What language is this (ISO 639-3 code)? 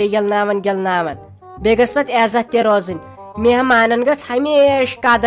kas